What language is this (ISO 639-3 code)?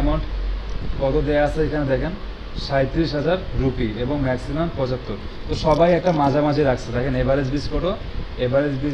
ben